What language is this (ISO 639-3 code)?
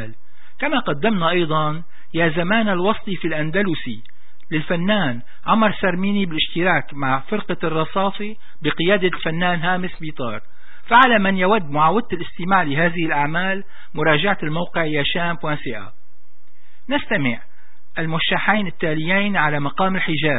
ara